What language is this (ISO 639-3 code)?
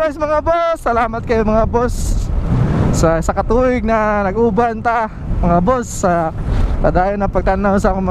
ceb